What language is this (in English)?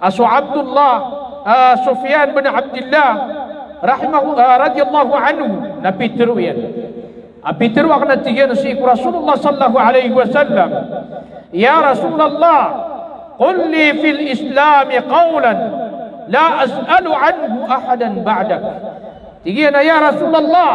Maranao